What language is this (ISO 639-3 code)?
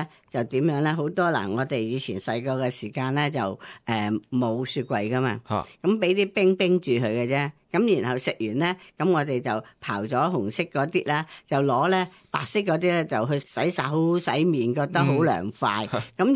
yue